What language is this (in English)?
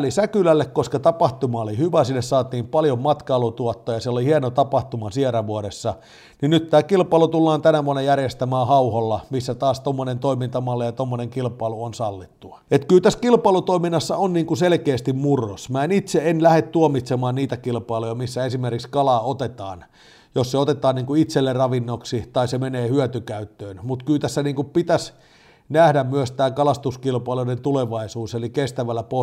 Finnish